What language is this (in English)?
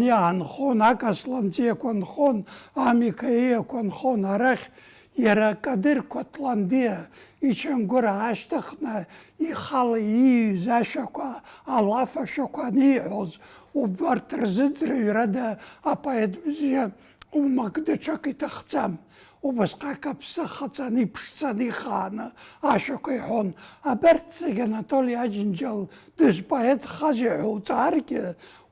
Abkhazian